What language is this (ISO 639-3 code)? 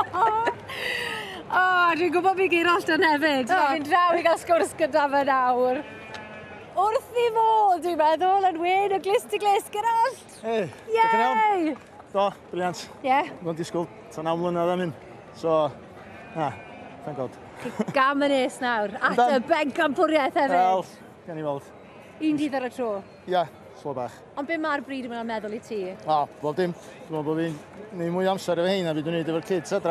cym